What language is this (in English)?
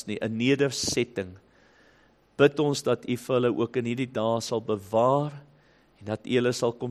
Afrikaans